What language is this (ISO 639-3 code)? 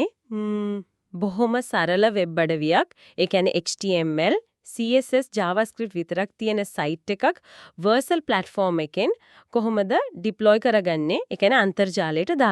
sin